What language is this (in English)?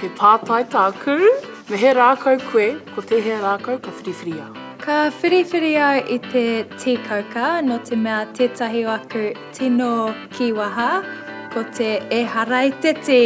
Māori